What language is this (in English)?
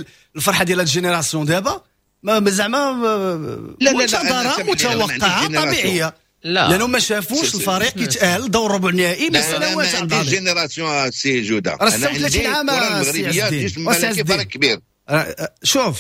Moroccan Arabic